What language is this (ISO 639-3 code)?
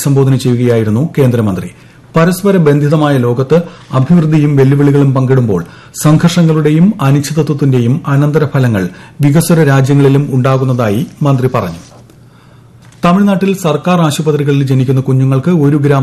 mal